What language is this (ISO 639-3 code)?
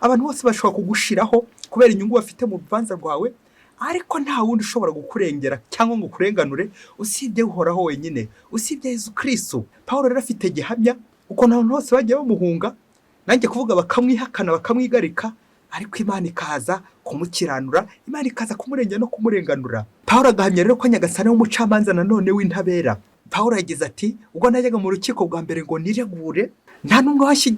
kin